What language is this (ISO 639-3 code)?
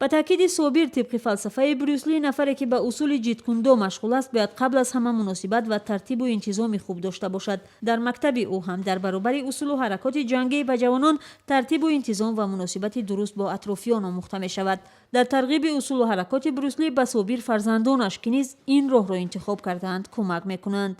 tgk